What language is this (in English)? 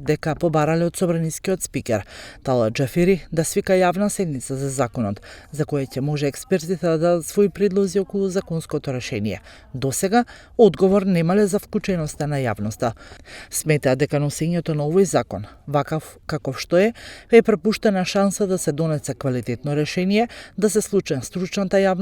Macedonian